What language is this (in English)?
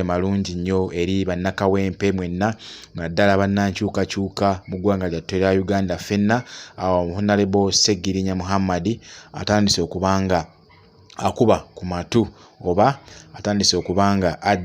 Ganda